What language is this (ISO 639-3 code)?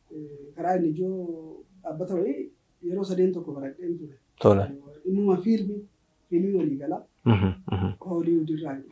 orm